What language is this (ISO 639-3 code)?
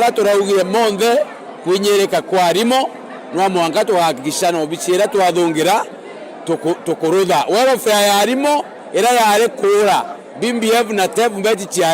mer